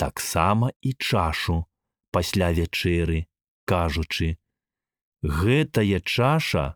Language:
Belarusian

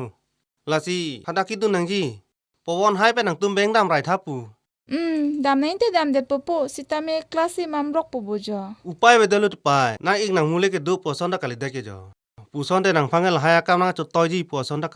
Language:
Karbi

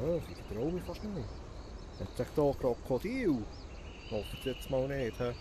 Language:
Swiss German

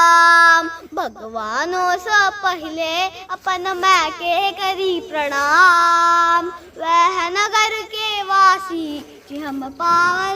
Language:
Maithili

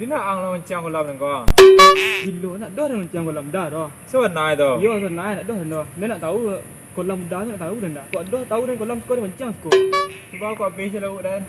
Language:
Minangkabau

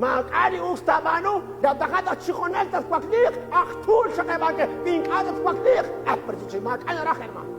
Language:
Kekchí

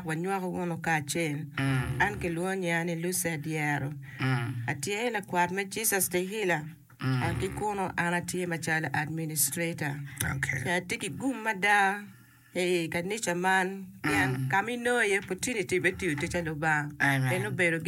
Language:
Acoli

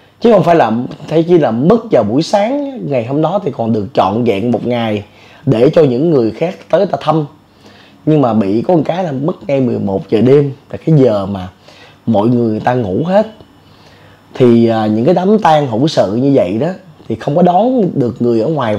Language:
Vietnamese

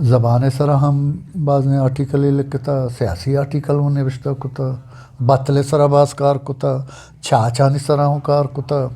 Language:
Eastern Balochi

